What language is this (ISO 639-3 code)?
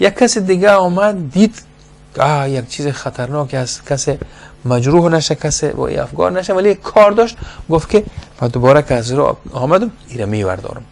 fas